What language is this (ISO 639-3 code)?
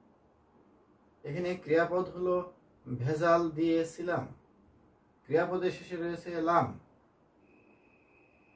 ben